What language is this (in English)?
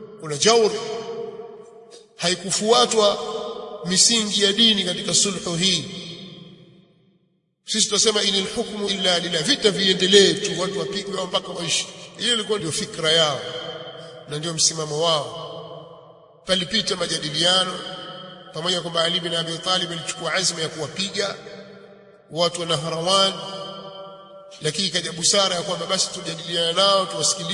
Swahili